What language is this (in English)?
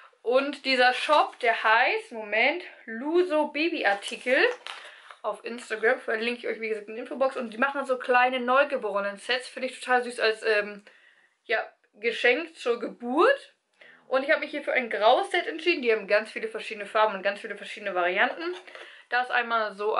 German